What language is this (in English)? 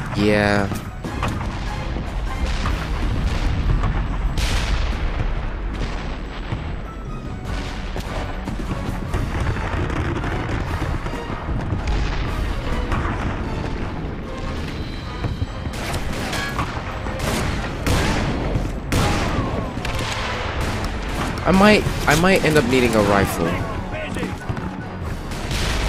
English